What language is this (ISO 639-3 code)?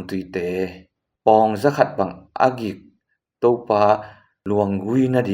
ctd